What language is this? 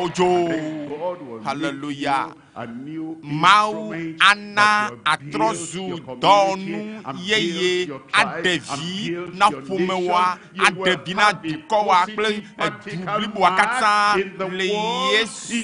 Ewe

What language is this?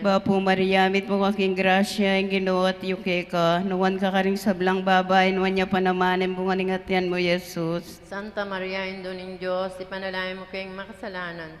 Pampanga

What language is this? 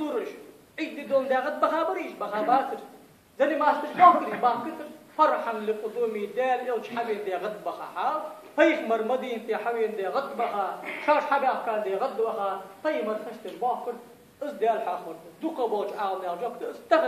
Ingush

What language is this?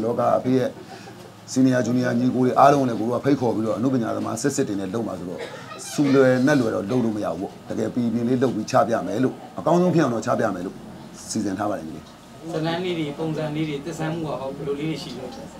Burmese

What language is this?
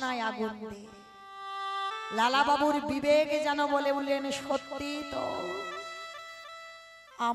Bangla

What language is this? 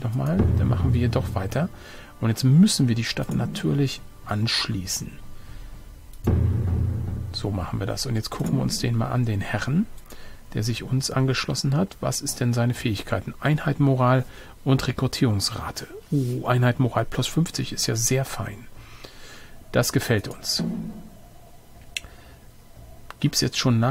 German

